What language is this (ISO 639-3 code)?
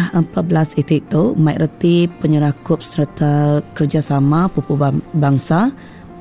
iba